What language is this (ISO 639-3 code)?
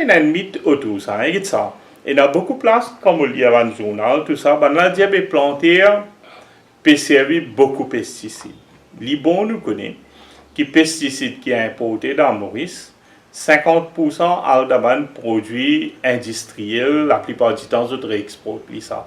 mfe